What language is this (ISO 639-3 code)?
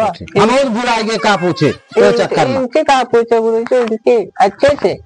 awa